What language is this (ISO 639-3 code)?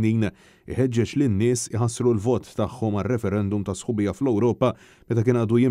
mlt